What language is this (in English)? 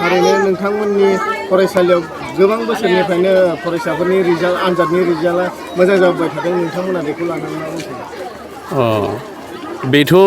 Bodo